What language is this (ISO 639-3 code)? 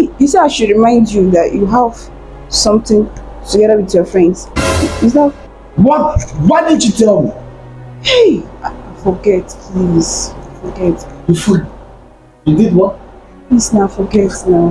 pcm